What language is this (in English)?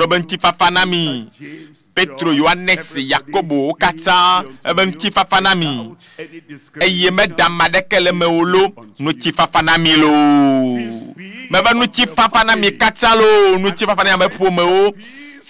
Ewe